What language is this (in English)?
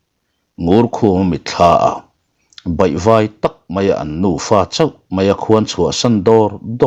Mizo